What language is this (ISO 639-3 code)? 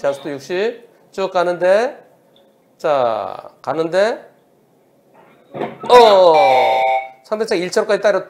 kor